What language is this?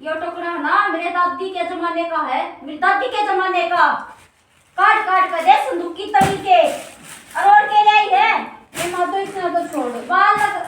Haryanvi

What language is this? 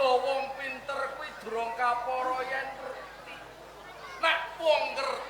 Javanese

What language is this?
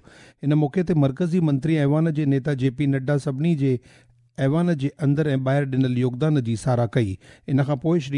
Sindhi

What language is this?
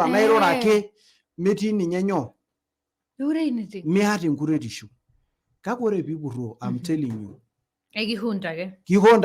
Masai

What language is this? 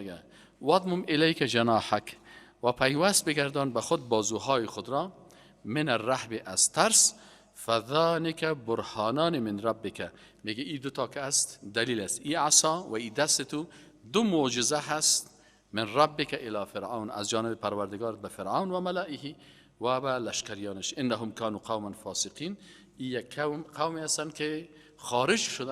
Persian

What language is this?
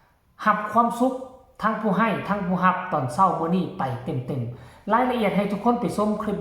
Northeastern Thai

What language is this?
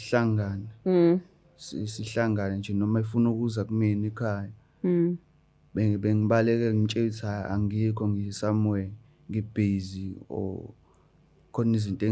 Zulu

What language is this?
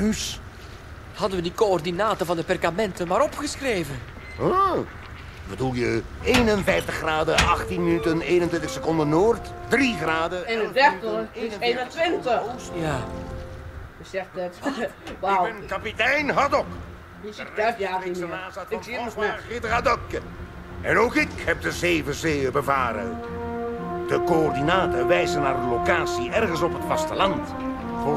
Dutch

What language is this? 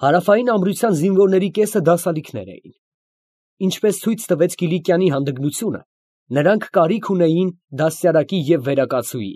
Armenian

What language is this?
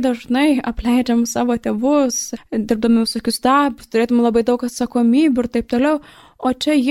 Lithuanian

